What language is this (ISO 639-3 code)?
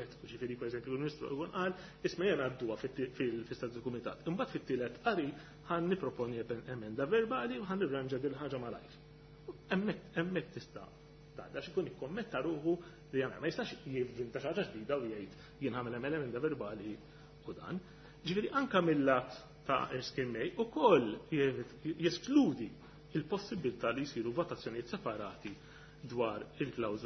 mlt